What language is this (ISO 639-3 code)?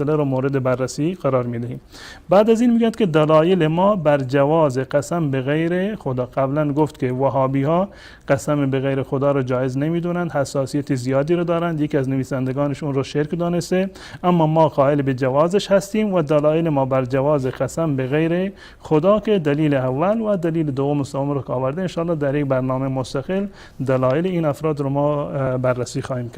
fas